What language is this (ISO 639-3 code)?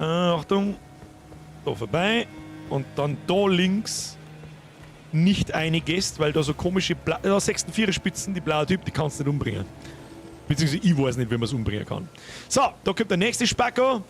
bar